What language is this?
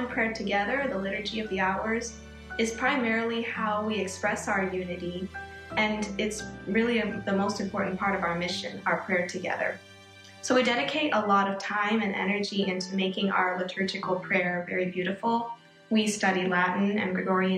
English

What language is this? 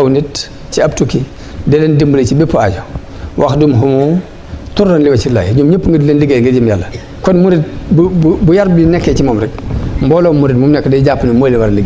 Wolof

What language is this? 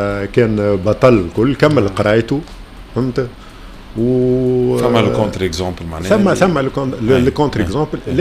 Tunisian Arabic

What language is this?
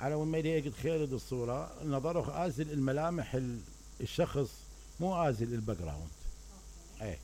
Mesopotamian Arabic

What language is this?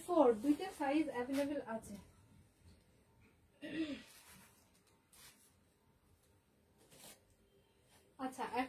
Bangla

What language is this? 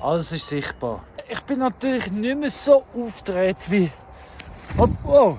Swiss German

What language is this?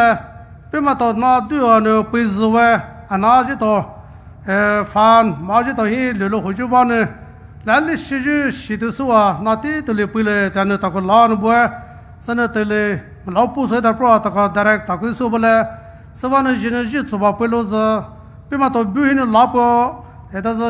Poumei Naga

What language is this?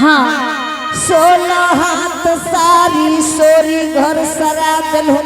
Angika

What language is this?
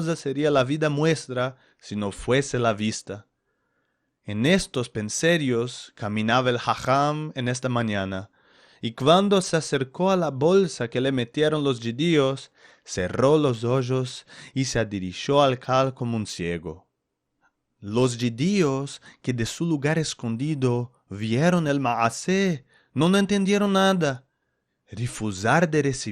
Ladino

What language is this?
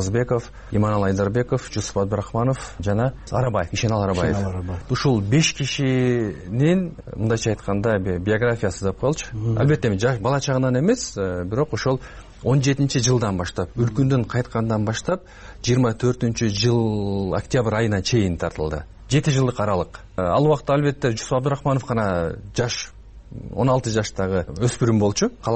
Kyrgyz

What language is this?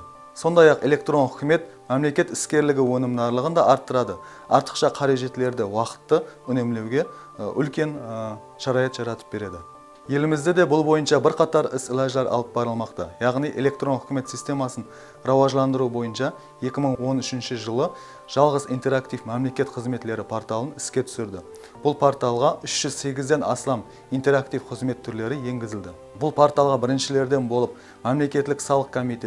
Kara-Kalpak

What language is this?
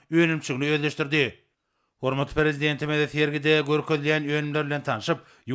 Turkmen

